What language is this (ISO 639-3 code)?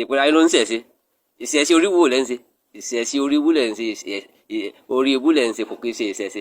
yor